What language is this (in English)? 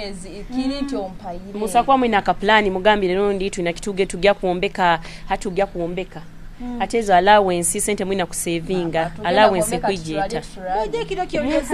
Nyoro